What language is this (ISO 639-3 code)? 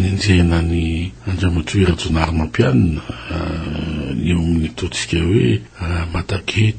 mlg